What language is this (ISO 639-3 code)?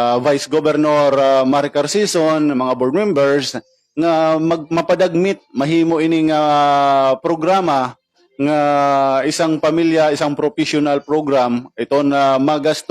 war